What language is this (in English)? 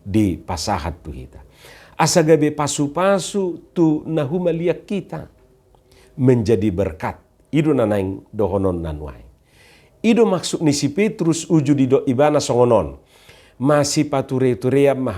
Batak Toba